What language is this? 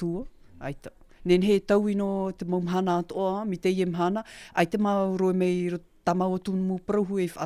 Tahitian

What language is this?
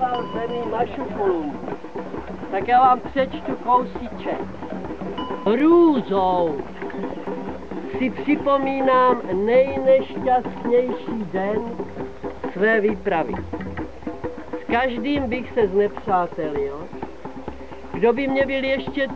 Czech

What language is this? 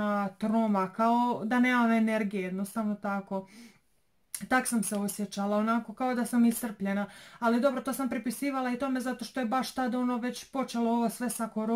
Croatian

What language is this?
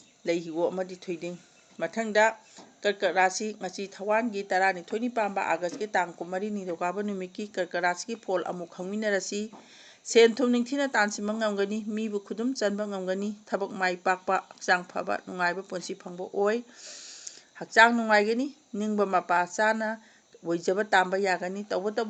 Manipuri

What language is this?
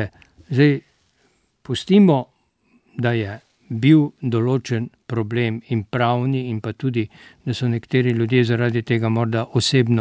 Slovenian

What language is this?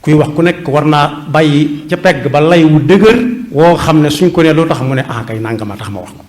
Wolof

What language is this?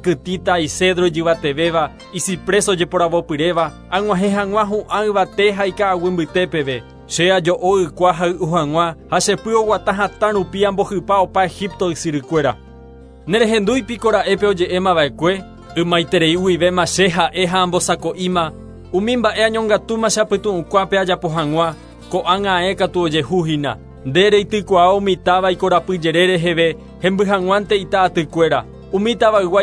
Guarani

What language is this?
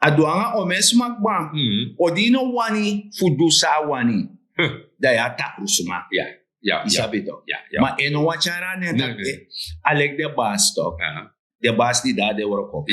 Sranan Tongo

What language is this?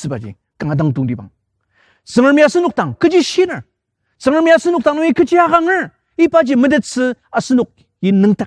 Ao Naga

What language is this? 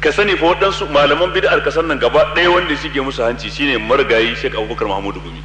Hausa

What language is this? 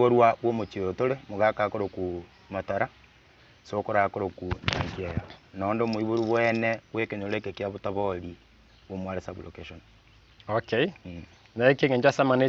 Gusii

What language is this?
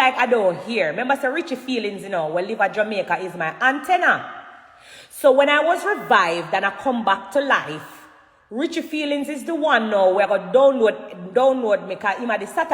Jamaican Creole English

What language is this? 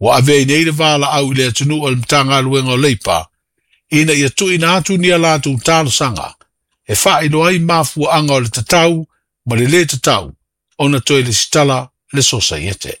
Samoan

